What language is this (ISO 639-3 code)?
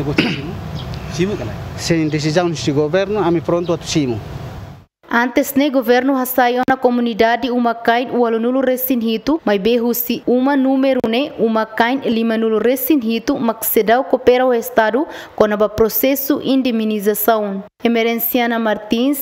tet